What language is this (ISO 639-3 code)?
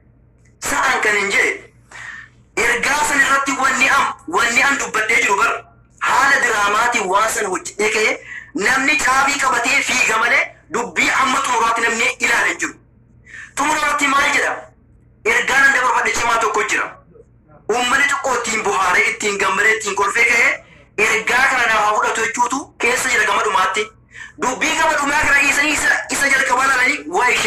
orm